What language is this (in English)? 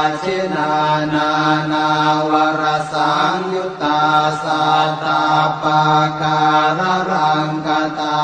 Pali